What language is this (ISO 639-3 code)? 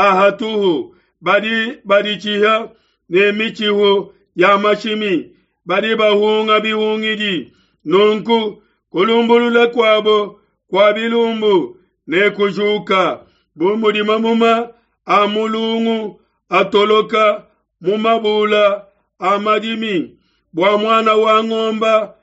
lua